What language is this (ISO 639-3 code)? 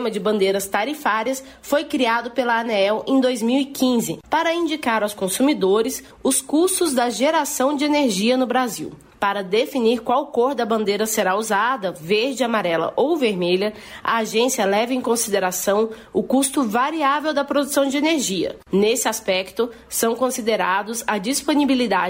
por